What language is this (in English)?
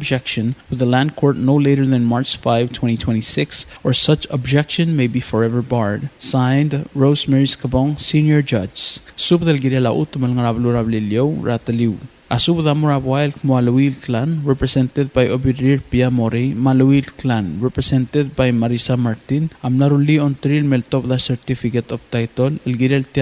Palauan